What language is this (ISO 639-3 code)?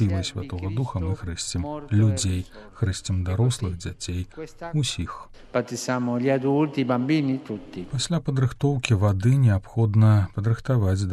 bel